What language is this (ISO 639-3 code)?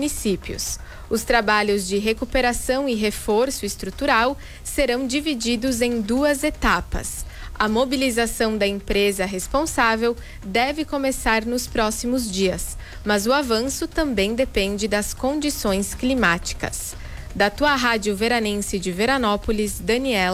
por